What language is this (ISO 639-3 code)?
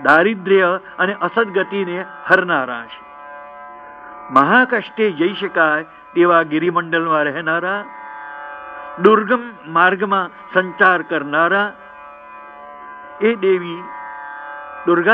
guj